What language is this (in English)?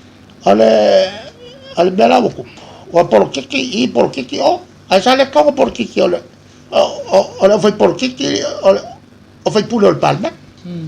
Samoan